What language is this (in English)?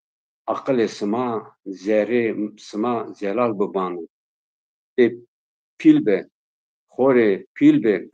Zaza